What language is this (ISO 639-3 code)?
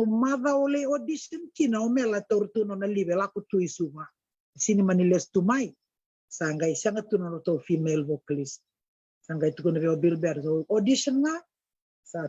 fij